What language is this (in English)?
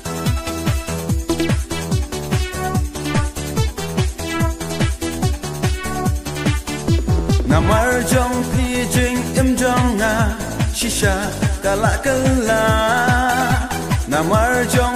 Khasi